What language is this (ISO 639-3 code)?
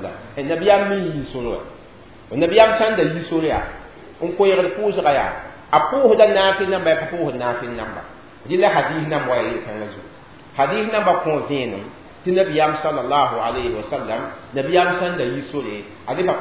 mos